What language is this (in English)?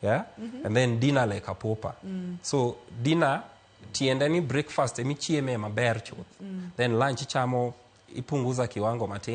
Luo (Kenya and Tanzania)